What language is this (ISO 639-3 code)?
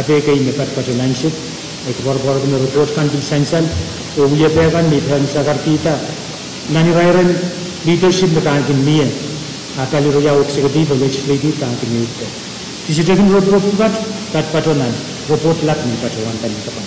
pon